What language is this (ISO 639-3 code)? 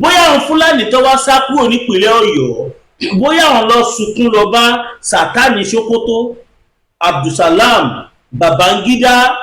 yor